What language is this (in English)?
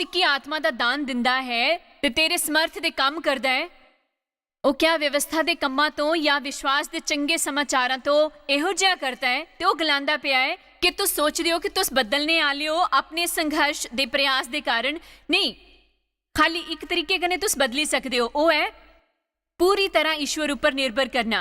Dogri